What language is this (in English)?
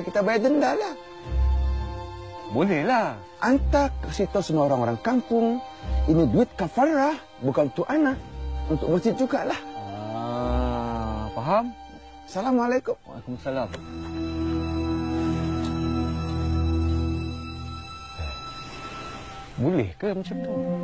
Malay